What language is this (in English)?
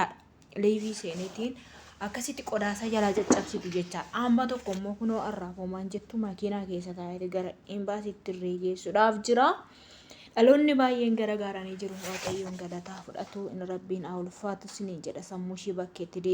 Oromo